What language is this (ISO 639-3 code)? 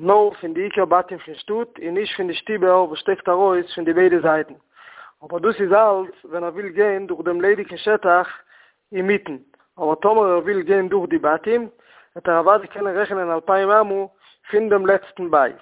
yid